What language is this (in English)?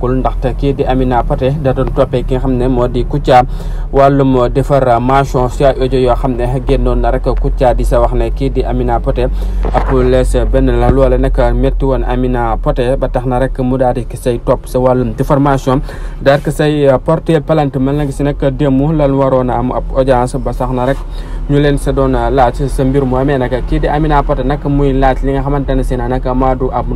Wolof